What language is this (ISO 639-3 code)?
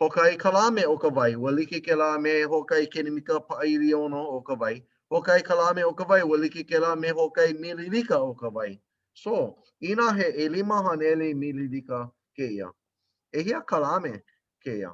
haw